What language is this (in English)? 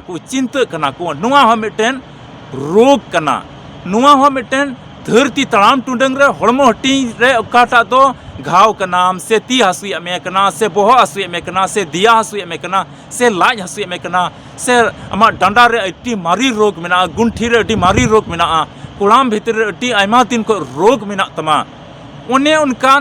Santali